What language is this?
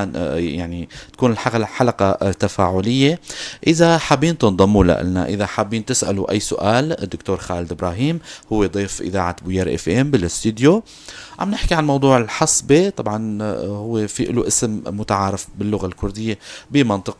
North Levantine Arabic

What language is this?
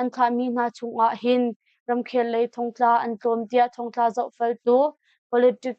Hakha Chin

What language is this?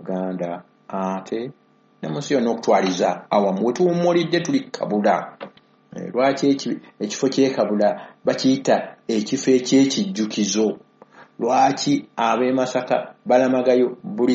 Ganda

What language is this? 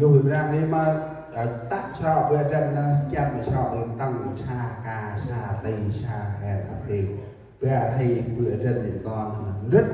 Central Mnong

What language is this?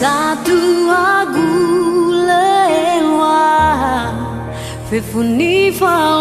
Nias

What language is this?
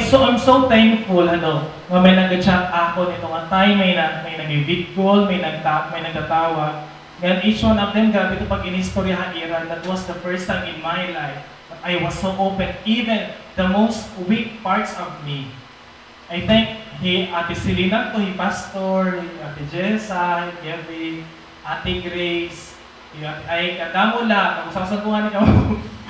Waray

